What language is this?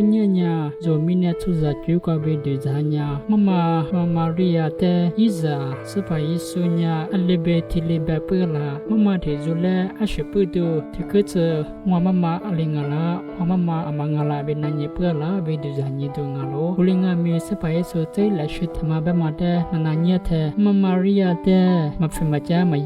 Lisu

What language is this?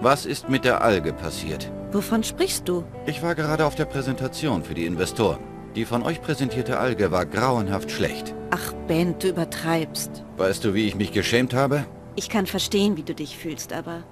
Bavarian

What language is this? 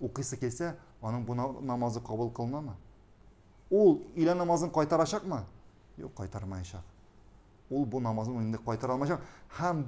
Tatar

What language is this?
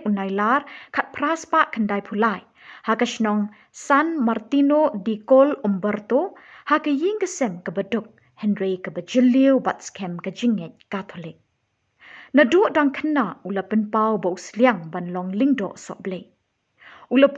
Khasi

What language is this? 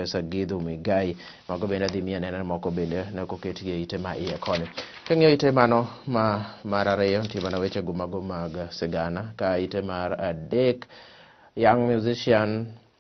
Luo (Kenya and Tanzania)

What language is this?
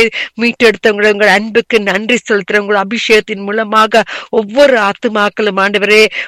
Tamil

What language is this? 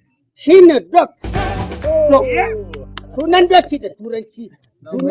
Hausa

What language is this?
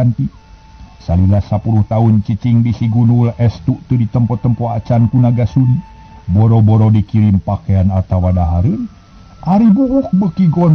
Sundanese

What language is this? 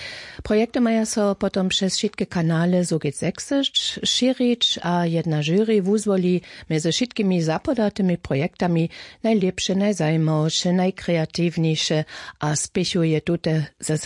Upper Sorbian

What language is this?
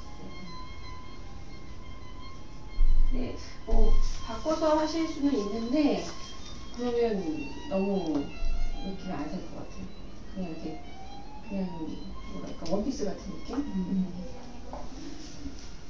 Korean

